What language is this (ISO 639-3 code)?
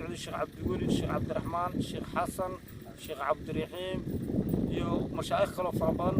som